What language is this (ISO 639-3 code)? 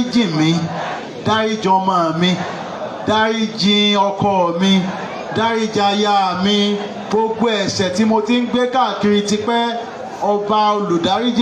yor